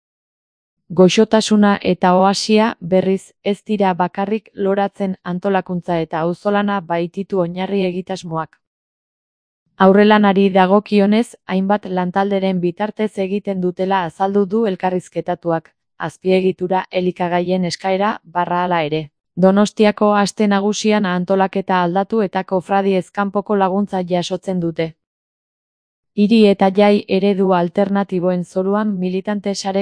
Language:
Basque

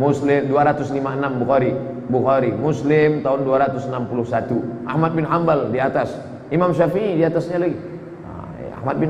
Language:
Indonesian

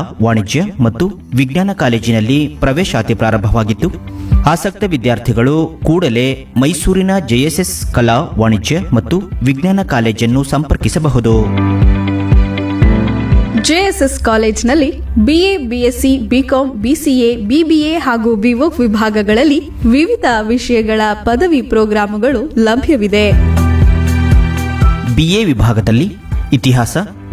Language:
Kannada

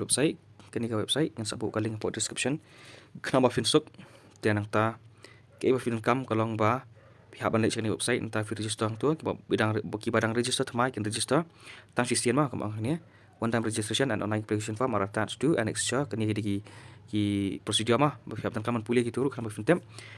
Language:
Khasi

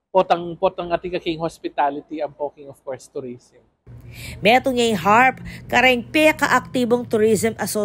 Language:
Pampanga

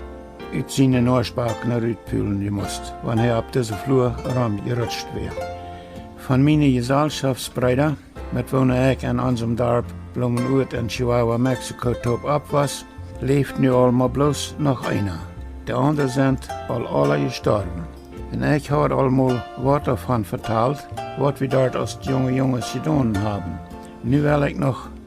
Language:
Plautdietsch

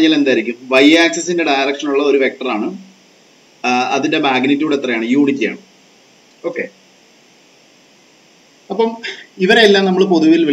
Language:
Malayalam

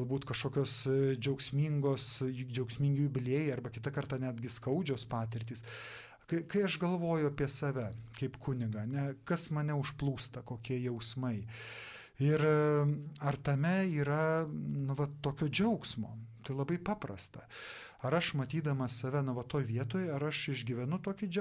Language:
Lithuanian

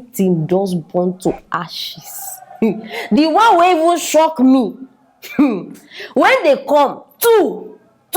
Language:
Nigerian Pidgin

